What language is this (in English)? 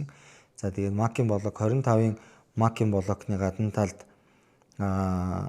Mongolian